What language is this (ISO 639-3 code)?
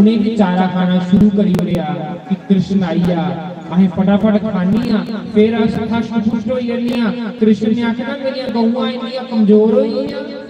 doi